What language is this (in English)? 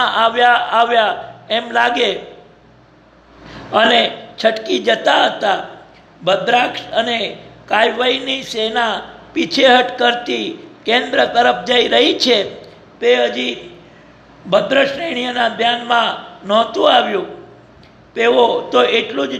Gujarati